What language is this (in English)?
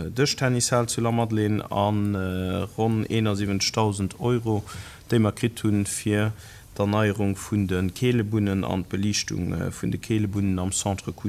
Luxembourgish